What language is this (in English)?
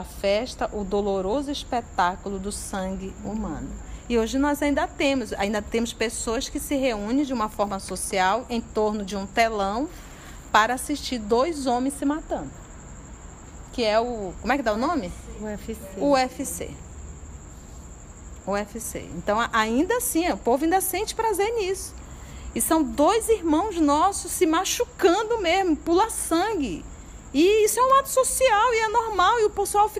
Portuguese